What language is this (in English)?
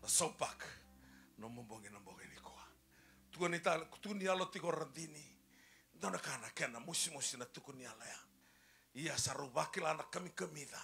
Fijian